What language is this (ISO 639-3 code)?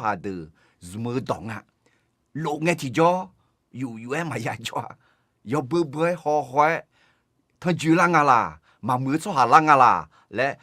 ahk